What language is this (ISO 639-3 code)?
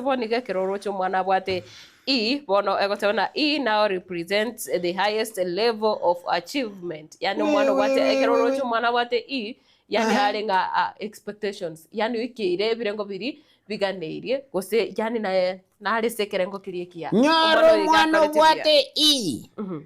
guz